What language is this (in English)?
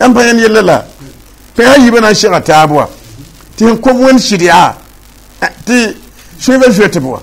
Mossi